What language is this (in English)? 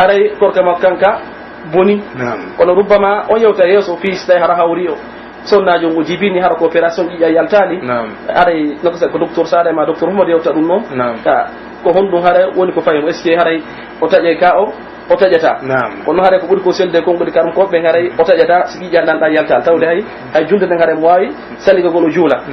Pular